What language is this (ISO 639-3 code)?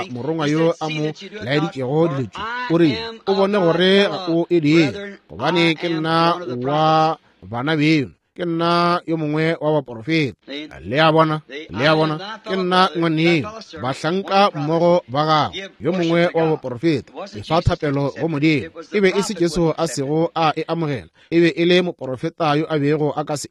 nso